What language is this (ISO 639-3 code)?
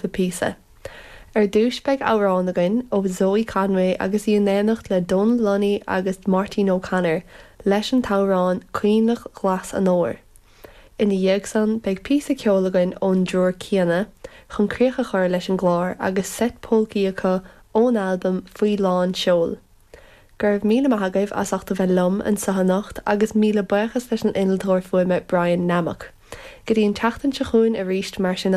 gle